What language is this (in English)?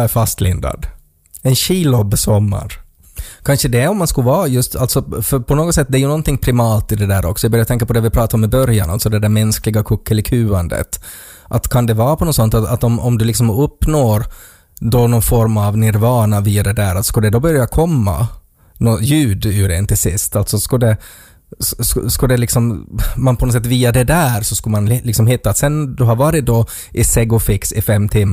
Swedish